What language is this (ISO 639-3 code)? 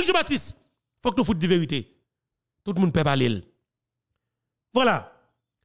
fra